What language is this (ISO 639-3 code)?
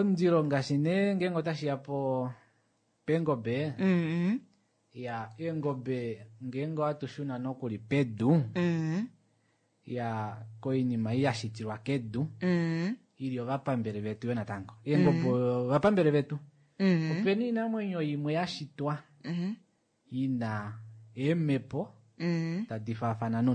kua